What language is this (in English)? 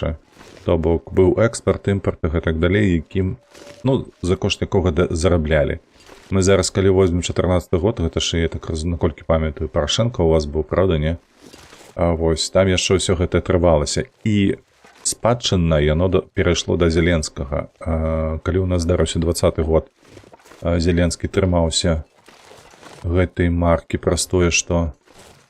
Belarusian